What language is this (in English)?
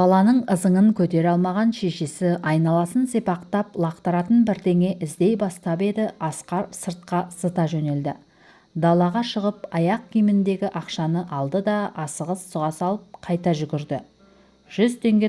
Kazakh